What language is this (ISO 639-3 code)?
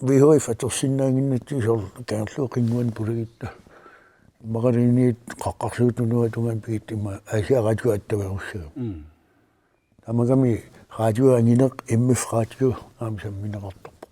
kal